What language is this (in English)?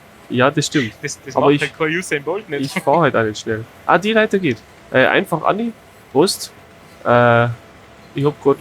Bavarian